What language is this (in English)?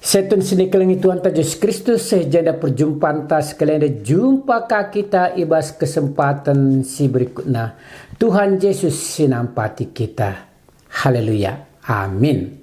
Batak Karo